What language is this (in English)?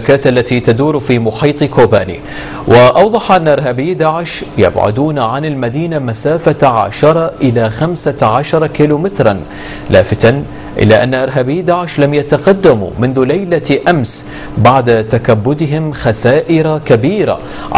Arabic